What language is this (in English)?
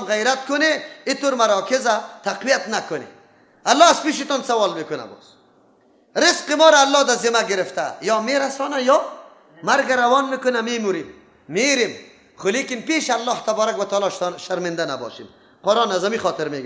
Persian